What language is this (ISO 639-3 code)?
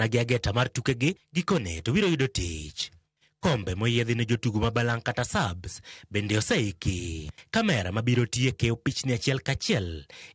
luo